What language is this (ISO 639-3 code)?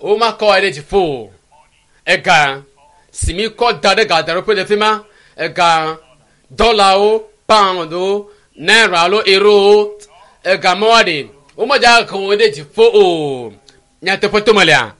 ewe